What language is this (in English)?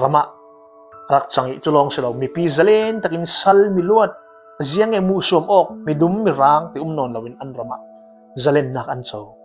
Falam Chin